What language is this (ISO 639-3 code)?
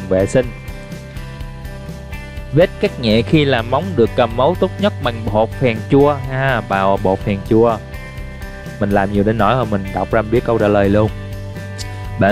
vie